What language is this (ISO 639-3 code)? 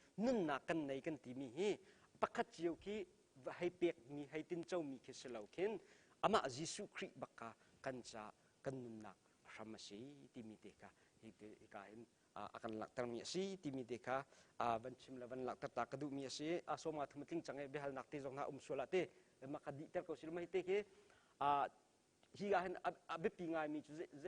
cnh